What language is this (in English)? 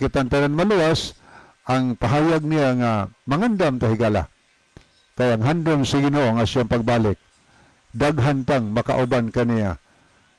Cebuano